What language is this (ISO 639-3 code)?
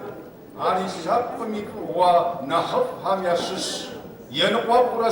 kbd